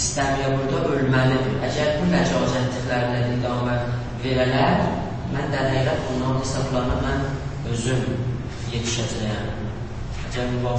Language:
South Azerbaijani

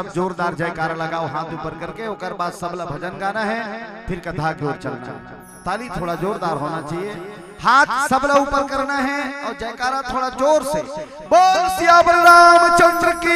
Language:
Chhattisgarhi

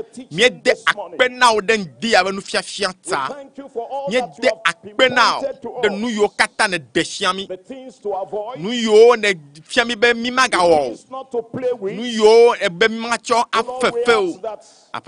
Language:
Ewe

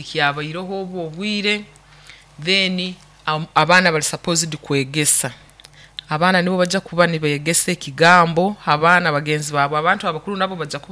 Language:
Nyoro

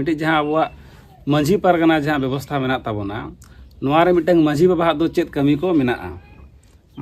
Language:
Santali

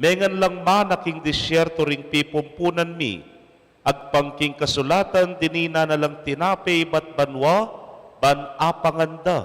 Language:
Pampanga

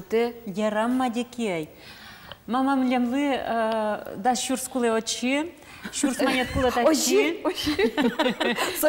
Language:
Udmurt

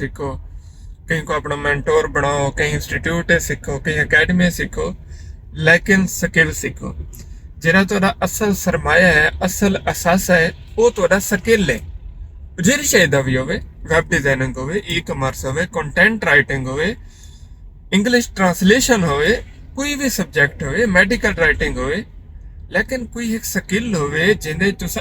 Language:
Saraiki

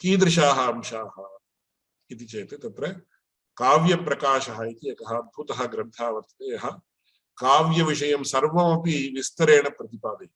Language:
Sanskrit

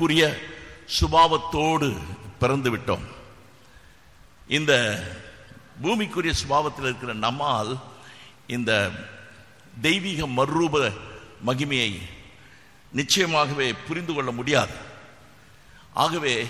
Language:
Tamil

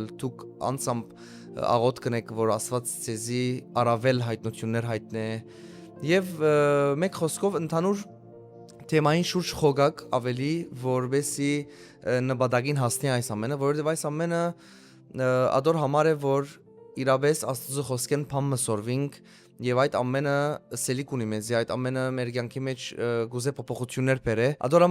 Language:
Western Armenian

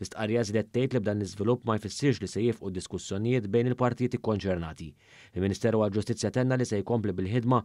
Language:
Maltese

